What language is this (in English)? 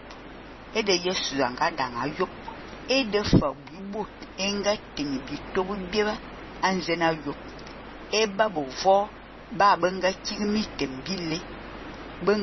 Fang